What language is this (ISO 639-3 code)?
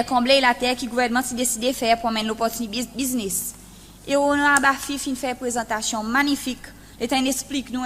crs